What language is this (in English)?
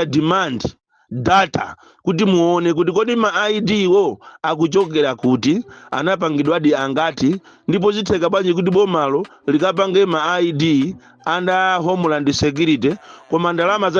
Nyanja